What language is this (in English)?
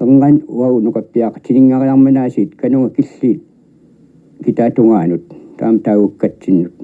Kalaallisut